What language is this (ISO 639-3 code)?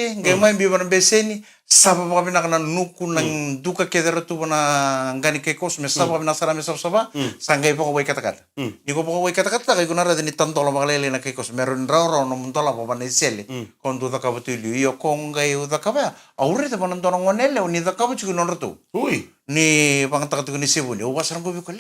fij